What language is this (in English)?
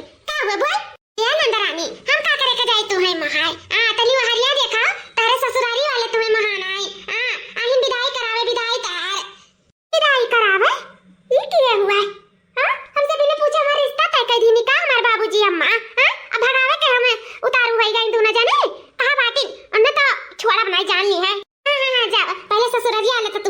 Awadhi